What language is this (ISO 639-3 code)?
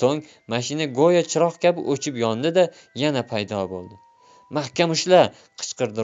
uzb